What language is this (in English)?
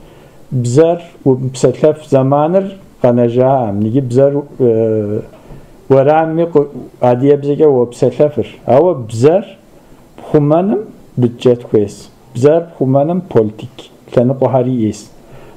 Kabardian